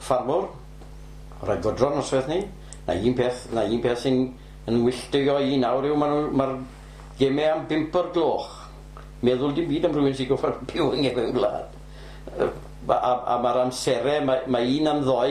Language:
Welsh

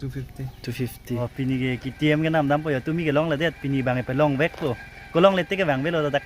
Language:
Karbi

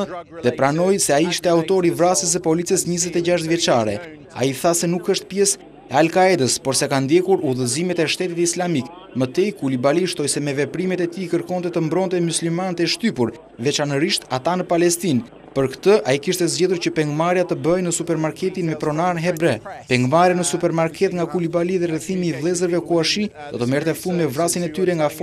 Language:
Albanian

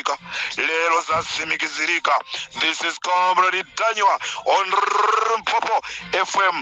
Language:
Nyanja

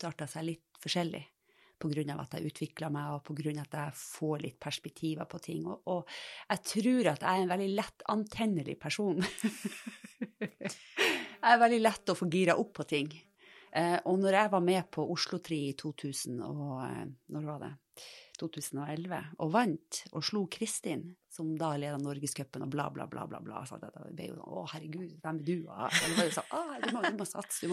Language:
Norwegian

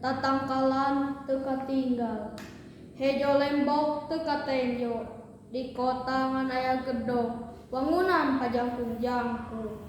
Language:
Sundanese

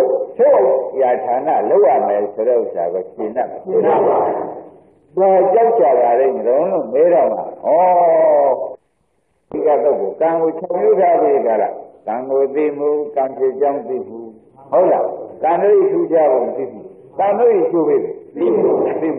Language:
Burmese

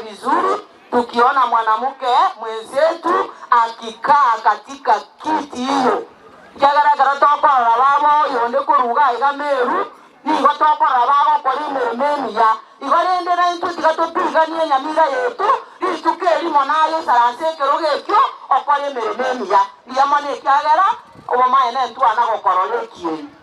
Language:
Gusii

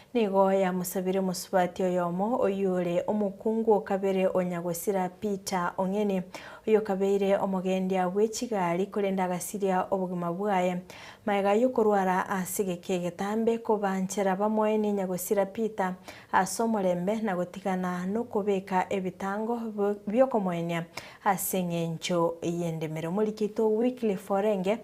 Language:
Gusii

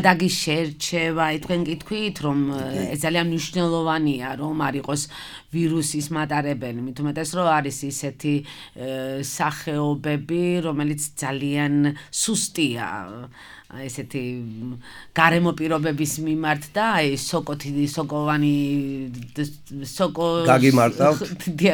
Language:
Georgian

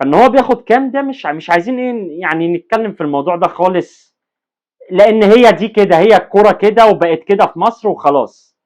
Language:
Egyptian Arabic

